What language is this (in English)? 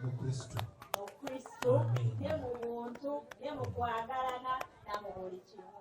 Ganda